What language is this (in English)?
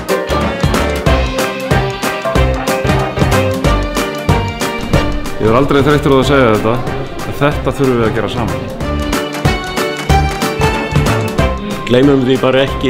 Icelandic